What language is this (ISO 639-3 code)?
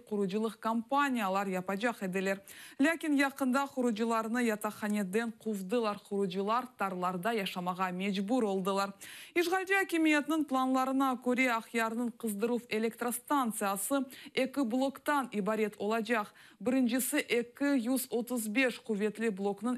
crh